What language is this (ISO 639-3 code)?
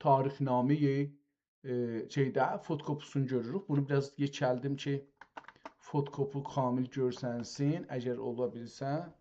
azb